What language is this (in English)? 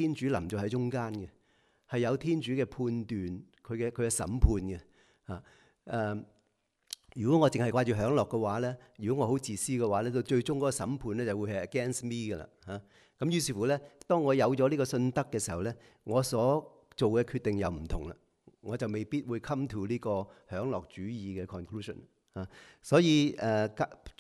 Cantonese